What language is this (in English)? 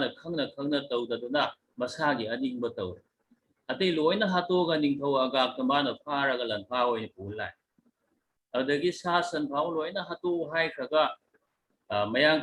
Manipuri